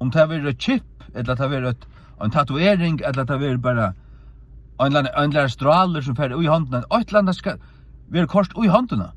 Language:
Faroese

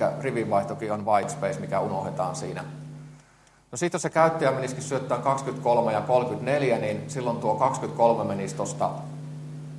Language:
Finnish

